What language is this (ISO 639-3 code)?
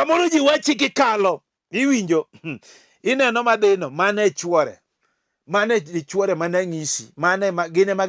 luo